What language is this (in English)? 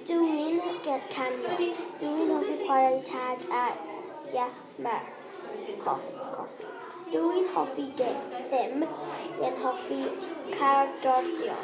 Welsh